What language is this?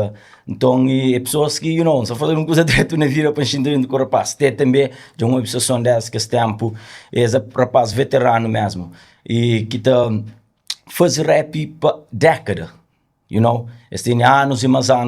Kabuverdianu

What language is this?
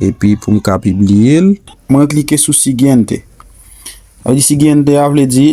Haitian Creole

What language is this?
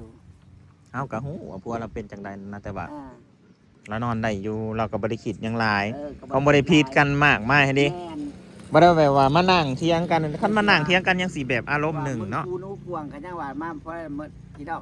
Northeastern Thai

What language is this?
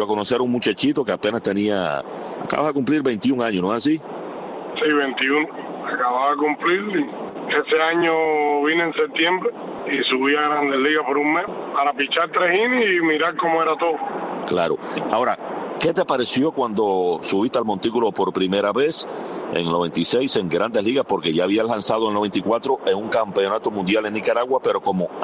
Spanish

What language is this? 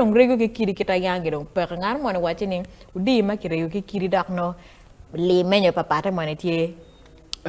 Acoli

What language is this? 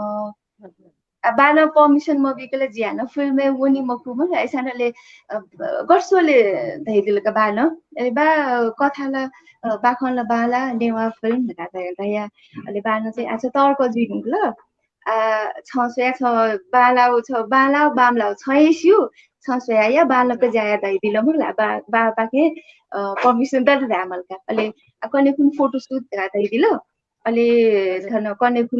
Newari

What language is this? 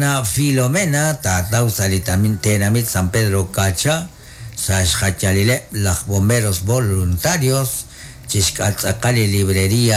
Kekchí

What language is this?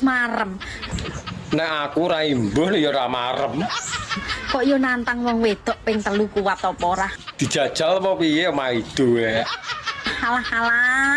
Javanese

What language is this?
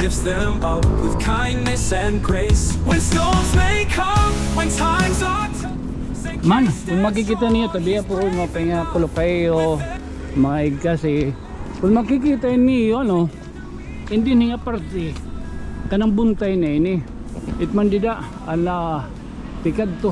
Waray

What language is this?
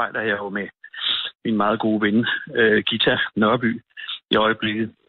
Danish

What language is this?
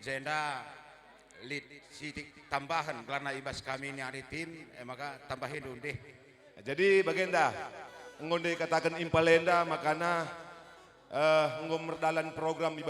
Batak Karo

